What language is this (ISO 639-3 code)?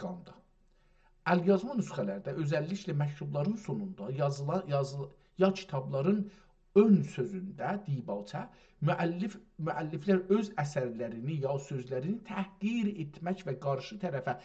azb